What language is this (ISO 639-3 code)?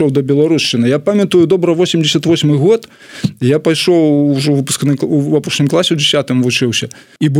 bel